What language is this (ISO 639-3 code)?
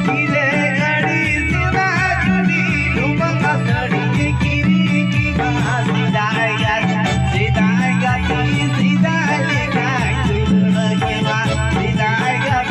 sat